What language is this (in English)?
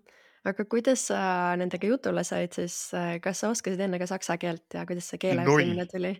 Estonian